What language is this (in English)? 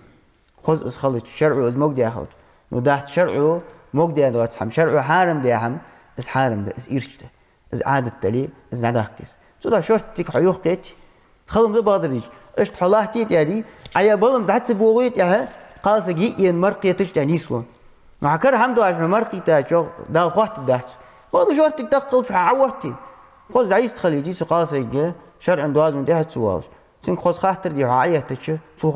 Ingush